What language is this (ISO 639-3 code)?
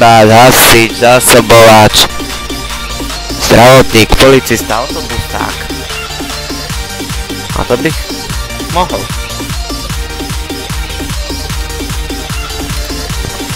slk